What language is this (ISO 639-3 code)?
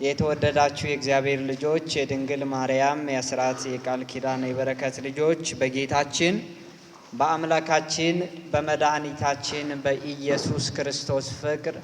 amh